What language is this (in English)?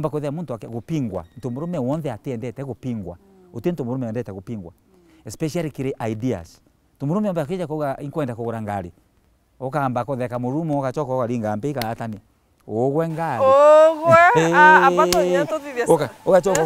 Meru